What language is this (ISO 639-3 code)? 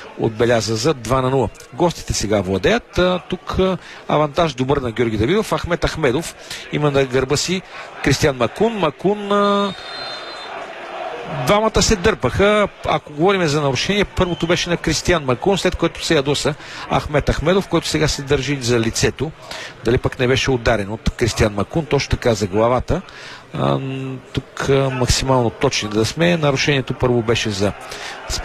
bul